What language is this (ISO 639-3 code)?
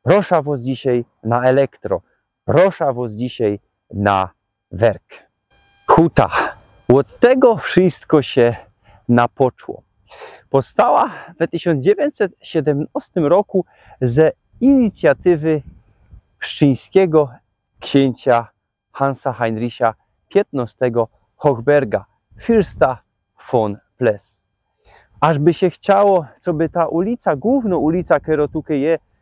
szl